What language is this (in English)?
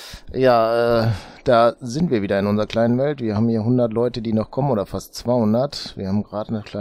German